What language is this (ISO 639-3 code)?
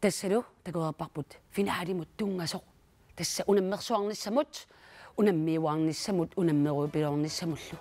kal